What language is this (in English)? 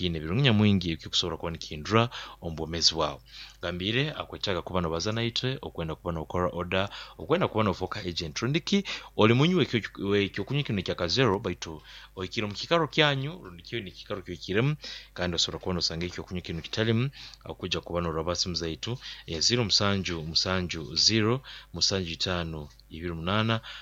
Nyoro